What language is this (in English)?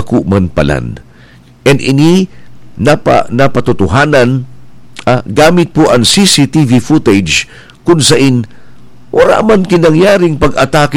Bikol